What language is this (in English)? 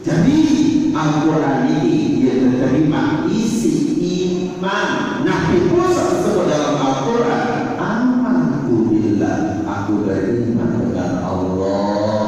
Sasak